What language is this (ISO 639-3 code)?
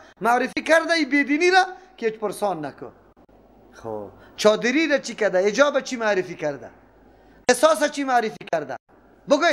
fas